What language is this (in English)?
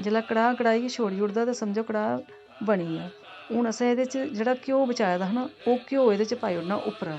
Dogri